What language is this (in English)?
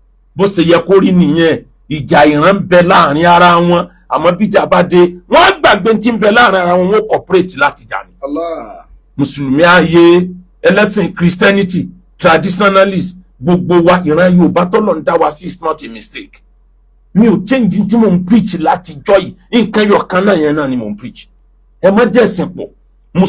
Yoruba